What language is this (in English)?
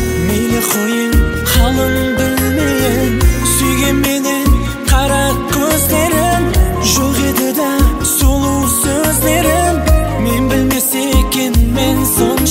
Kazakh